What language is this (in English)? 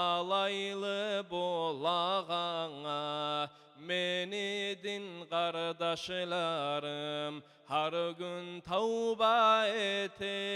Kumyk